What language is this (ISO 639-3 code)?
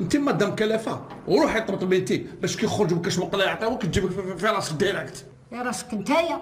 arq